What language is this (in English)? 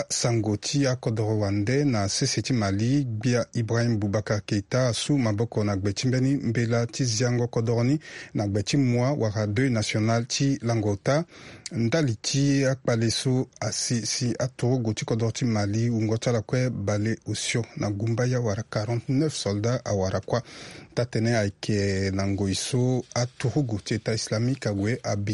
Sango